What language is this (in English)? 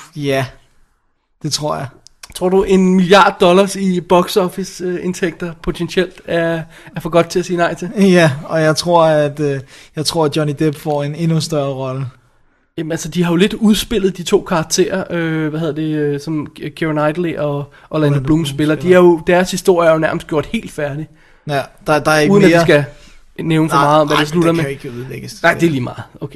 Danish